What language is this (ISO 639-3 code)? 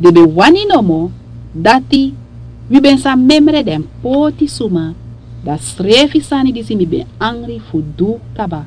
srn